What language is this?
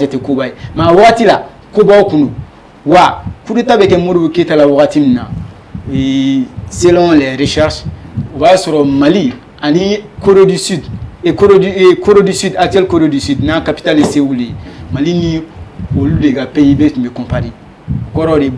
Bambara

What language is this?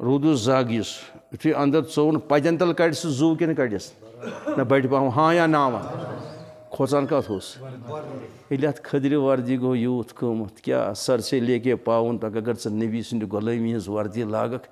Kashmiri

